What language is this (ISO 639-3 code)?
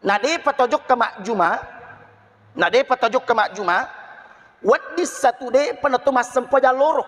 bug